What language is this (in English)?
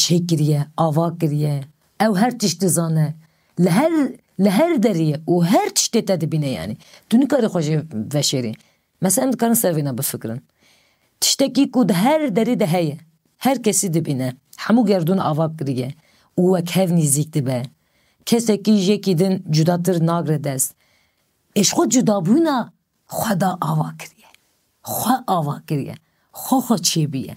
Kurdish